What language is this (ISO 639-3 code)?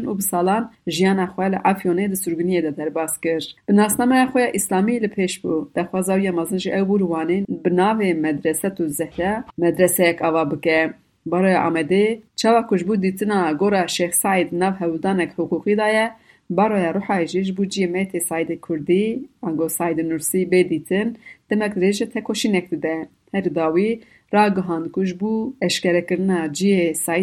kur